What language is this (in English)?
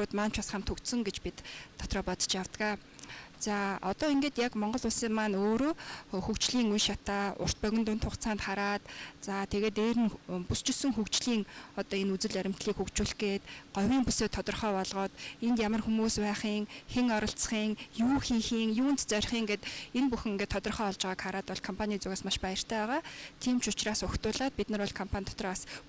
Mongolian